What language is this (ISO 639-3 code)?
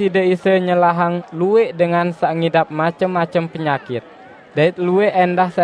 sas